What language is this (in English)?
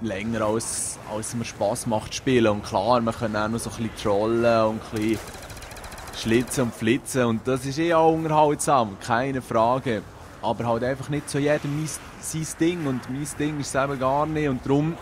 Swiss German